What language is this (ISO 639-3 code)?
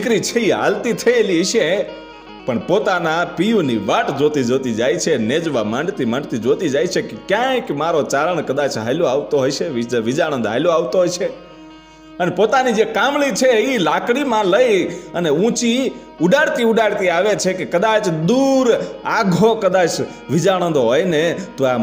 guj